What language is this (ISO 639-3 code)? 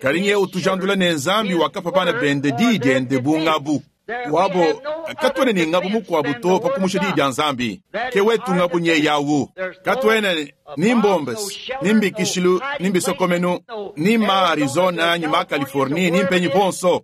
lua